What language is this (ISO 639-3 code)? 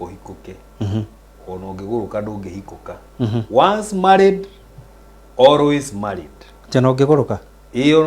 kik